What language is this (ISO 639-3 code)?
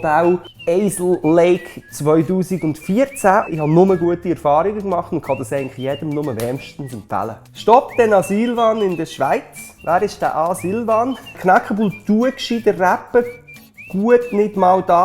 gsw